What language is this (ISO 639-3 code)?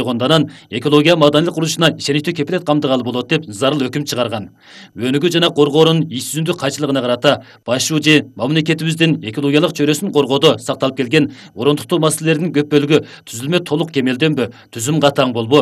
kir